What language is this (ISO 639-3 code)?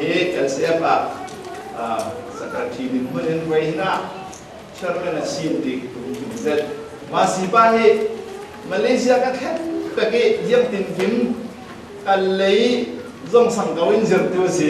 cfm